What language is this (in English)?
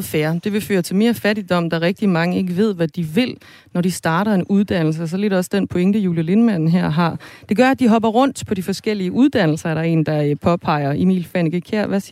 Danish